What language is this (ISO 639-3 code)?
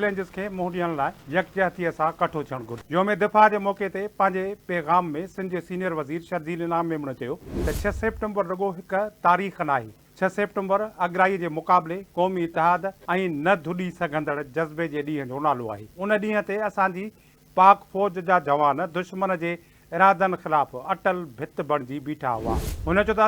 snd